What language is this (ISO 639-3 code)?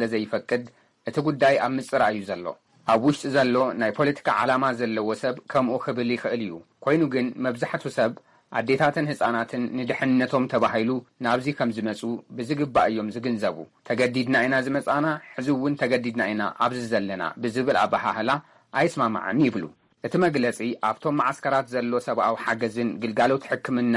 tir